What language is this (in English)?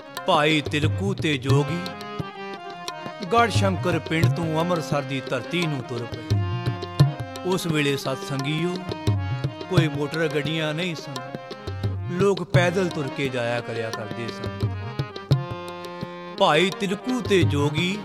Punjabi